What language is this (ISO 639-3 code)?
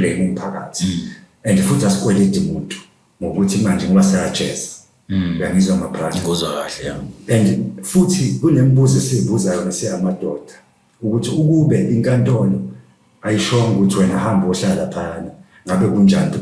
zul